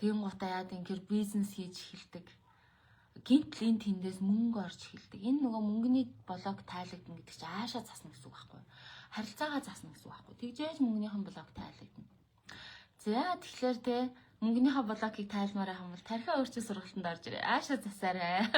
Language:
Mongolian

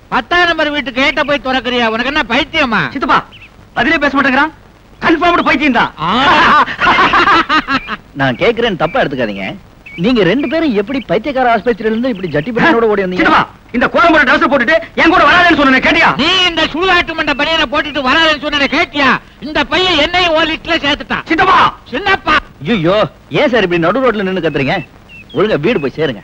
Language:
Tamil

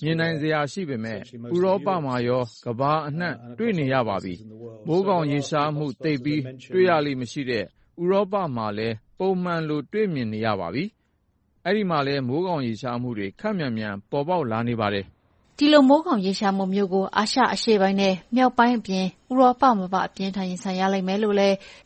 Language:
Burmese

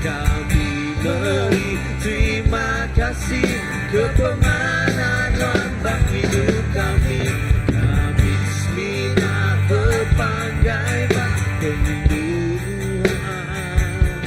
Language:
Iban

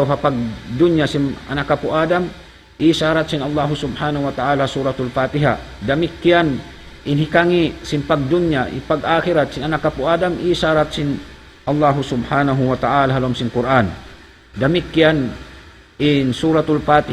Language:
Tausug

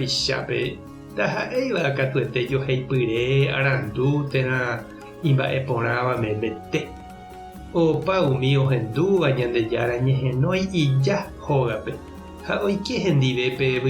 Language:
Guarani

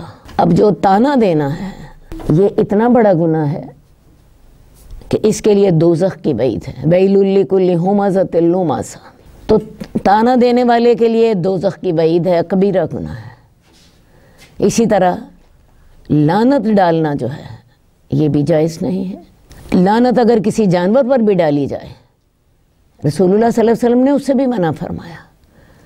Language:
Urdu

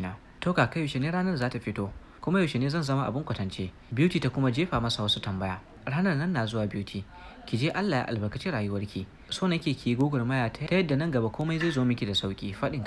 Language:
Hausa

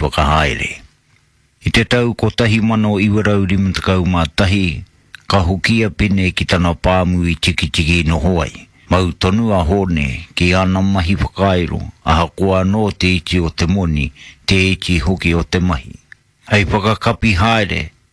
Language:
Māori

